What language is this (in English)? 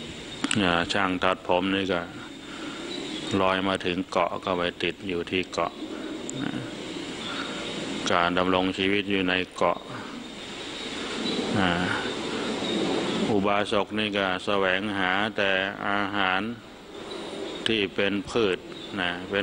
Thai